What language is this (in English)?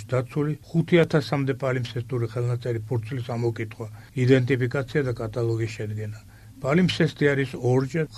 Georgian